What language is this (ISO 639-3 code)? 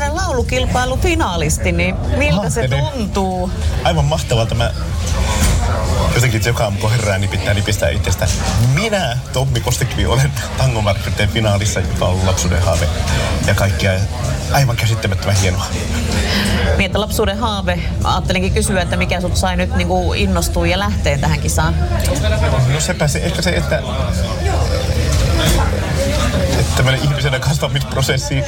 fin